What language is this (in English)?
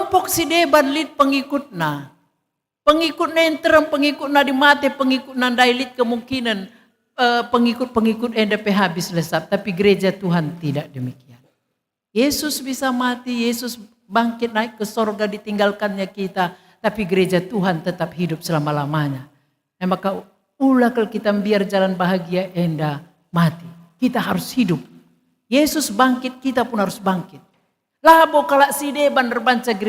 Batak Karo